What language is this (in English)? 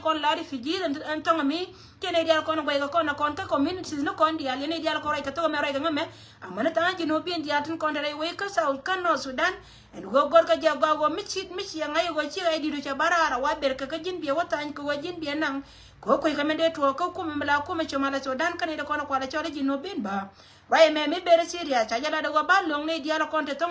Nuer